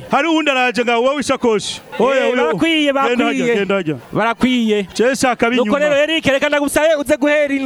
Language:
Rundi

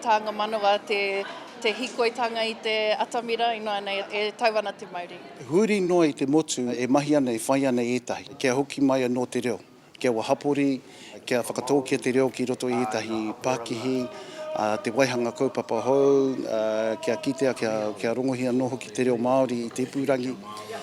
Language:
Māori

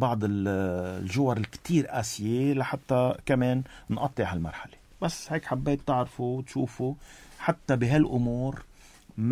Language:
North Levantine Arabic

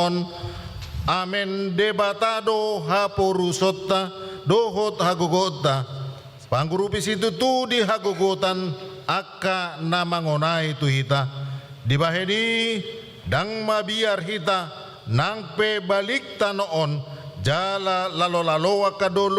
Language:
Batak Toba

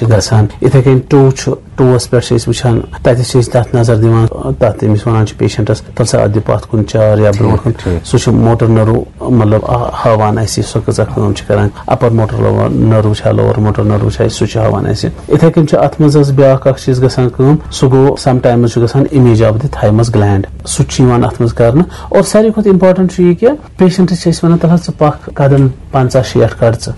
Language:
Kashmiri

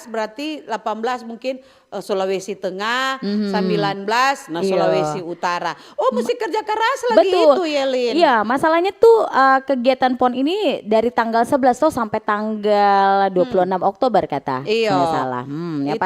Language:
Manado Malay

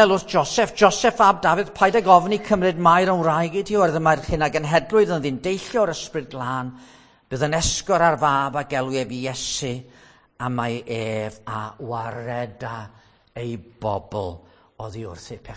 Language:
Welsh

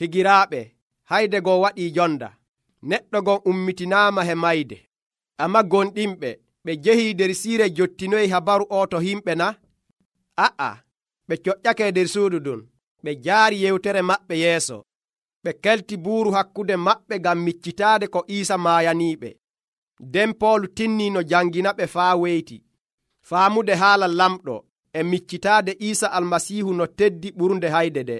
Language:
Nigerian Fulfulde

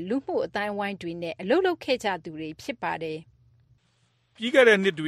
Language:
Burmese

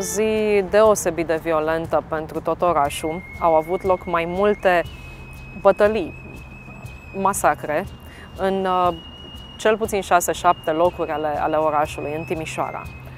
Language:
Romanian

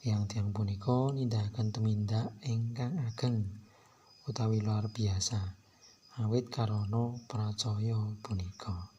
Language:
Javanese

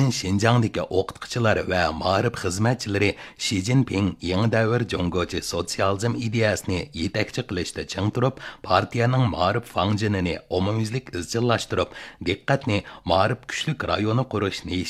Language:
Uyghur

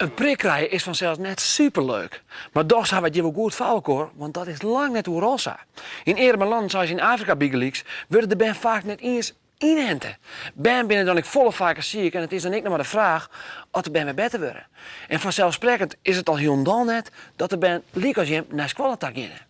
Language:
Western Frisian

